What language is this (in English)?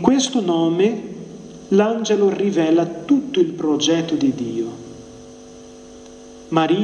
Italian